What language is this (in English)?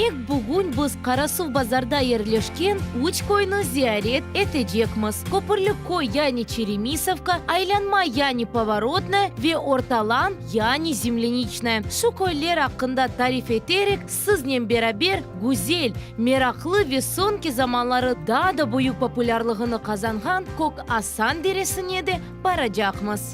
Crimean Tatar